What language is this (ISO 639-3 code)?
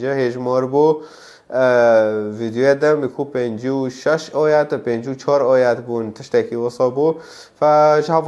kur